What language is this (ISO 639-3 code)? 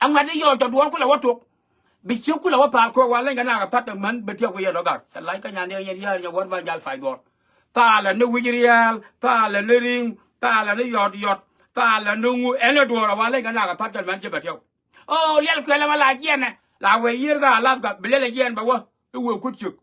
nus